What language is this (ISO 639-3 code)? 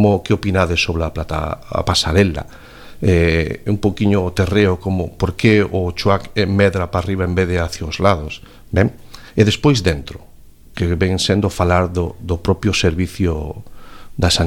glg